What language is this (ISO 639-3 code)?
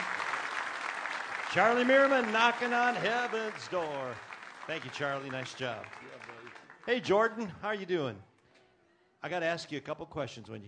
eng